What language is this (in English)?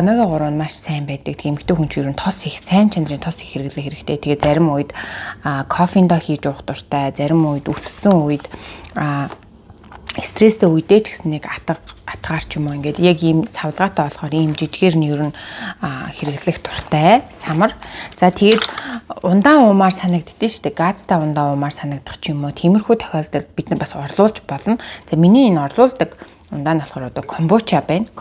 Mongolian